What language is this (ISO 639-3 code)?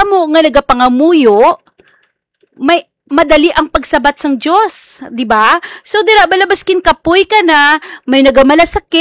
hil